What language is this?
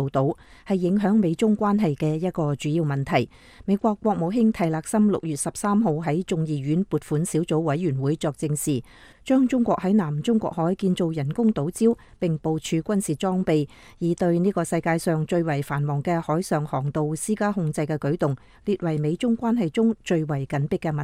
Cantonese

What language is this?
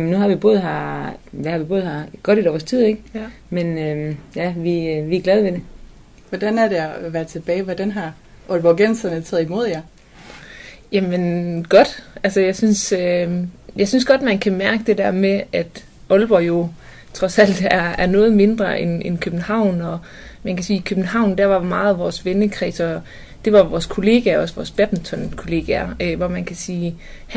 Danish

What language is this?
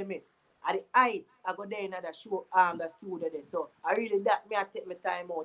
Jamaican Creole English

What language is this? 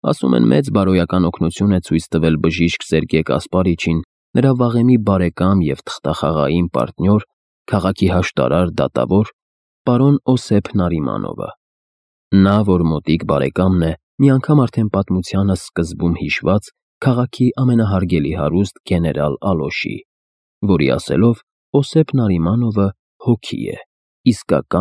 Armenian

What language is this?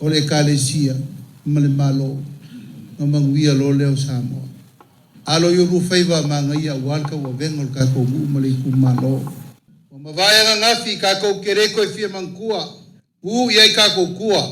Samoan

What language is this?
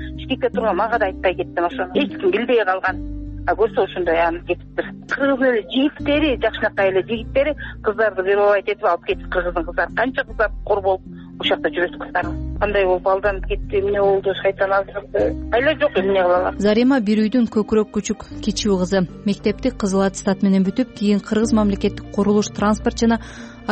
Kyrgyz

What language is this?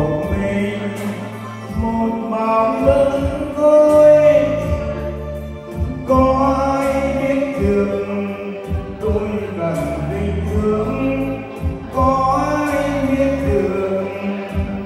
Vietnamese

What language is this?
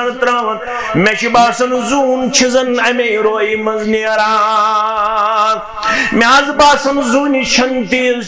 Kashmiri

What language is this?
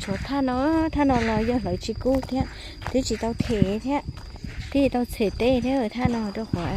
Hmong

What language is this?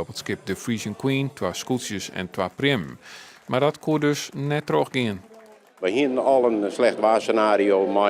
Western Frisian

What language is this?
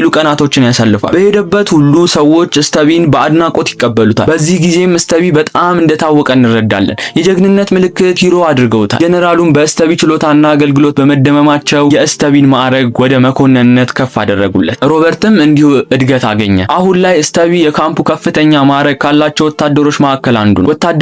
Amharic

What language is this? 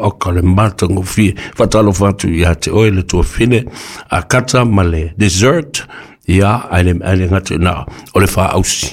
Samoan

